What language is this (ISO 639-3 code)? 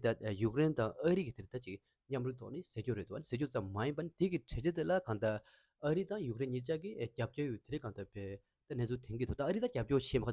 bod